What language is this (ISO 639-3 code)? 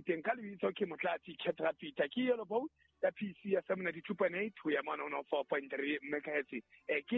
sot